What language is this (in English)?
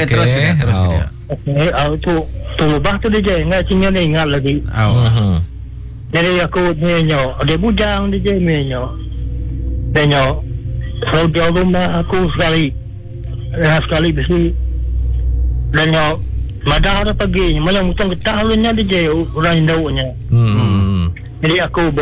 Iban